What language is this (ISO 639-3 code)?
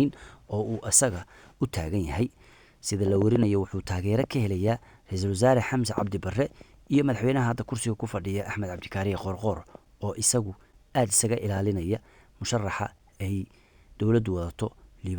som